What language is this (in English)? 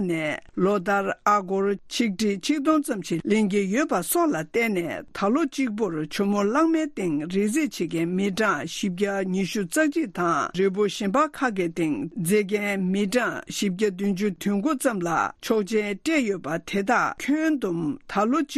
Tibetan